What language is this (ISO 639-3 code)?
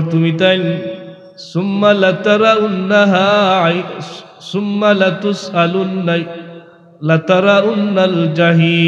syl